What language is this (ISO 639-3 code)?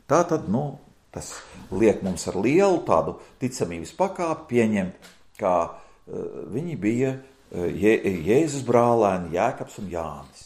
lav